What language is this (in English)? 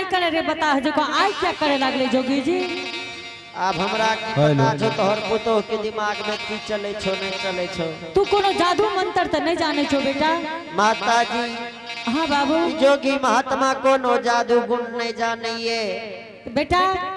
Angika